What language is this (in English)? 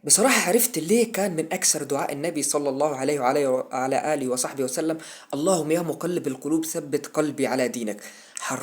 Egyptian Arabic